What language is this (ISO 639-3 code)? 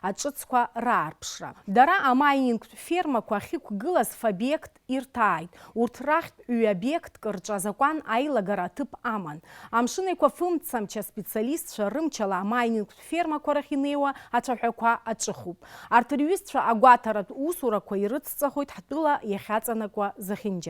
abk